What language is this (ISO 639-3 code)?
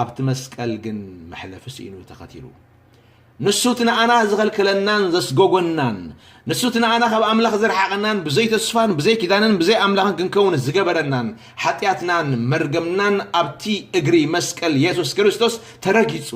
tir